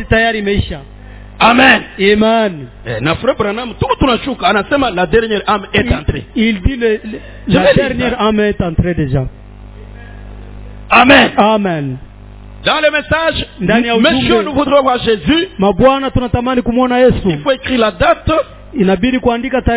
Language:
Swahili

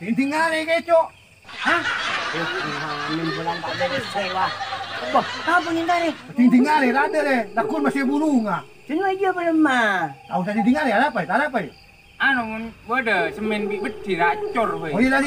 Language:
Madurese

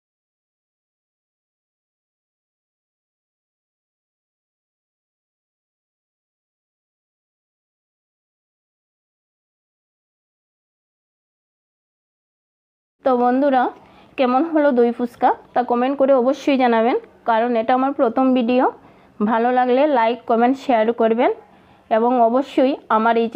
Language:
Bangla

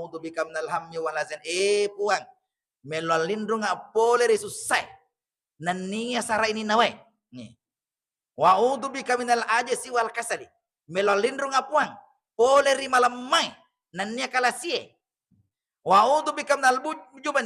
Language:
Buginese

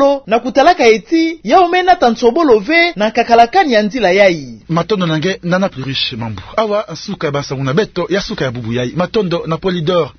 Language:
Kituba (Democratic Republic of Congo)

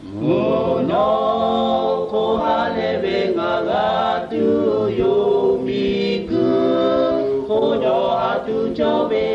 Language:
Lahu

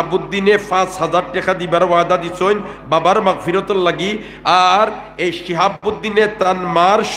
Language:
Sylheti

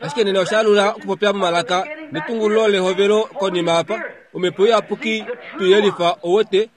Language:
Kuanyama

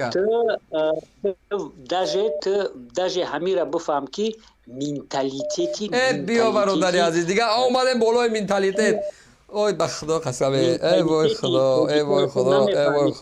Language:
Tajik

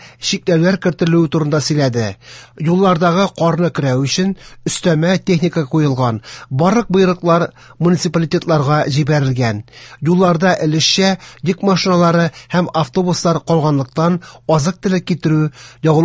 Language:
Tatar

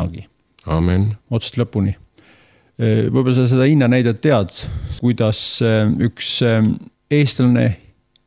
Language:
Estonian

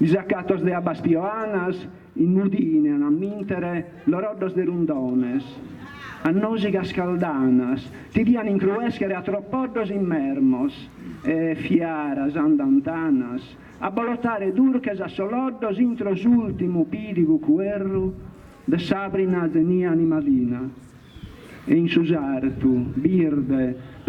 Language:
Sardinian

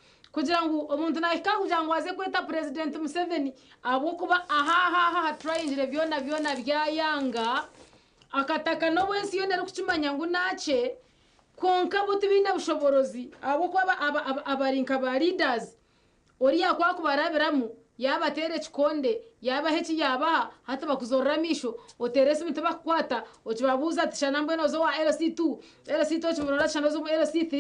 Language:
Nyankole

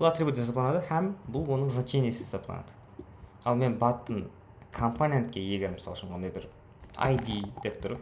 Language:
Kara-Kalpak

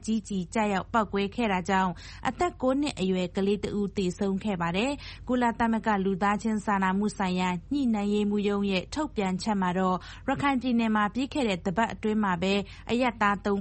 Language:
Burmese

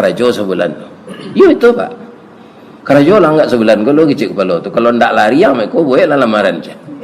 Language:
Minangkabau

